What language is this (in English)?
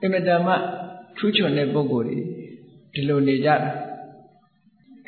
Burmese